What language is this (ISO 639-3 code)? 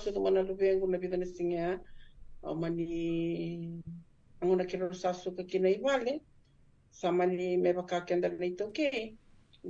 fij